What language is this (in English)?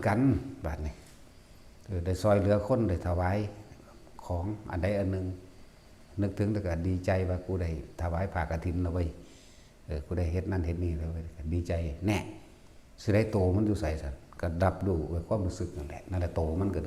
Northeastern Thai